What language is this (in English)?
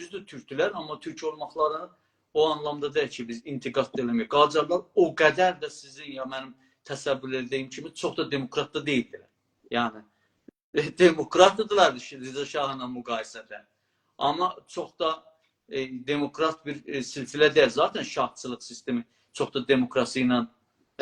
South Azerbaijani